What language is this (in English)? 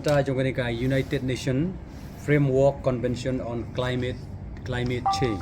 Khasi